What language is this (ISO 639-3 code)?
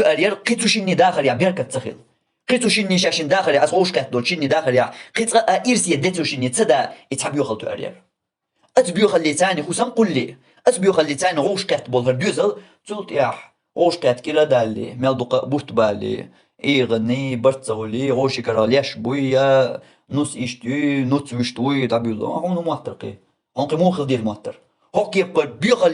che